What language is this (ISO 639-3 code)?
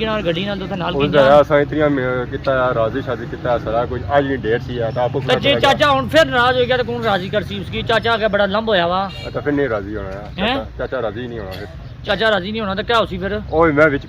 phr